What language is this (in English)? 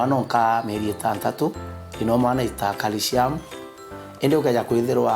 Meru